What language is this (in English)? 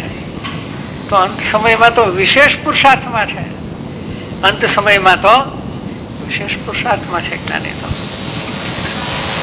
Gujarati